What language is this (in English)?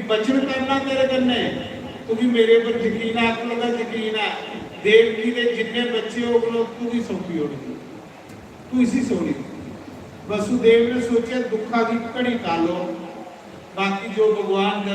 Dogri